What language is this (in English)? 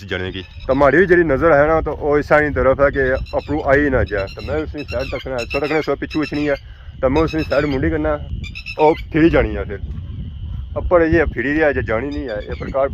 Pahari-Potwari